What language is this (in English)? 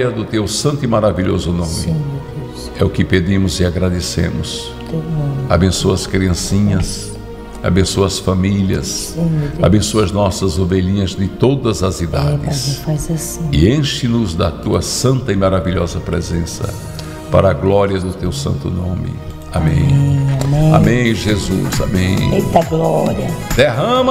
Portuguese